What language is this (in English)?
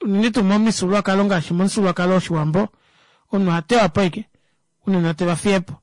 Kuanyama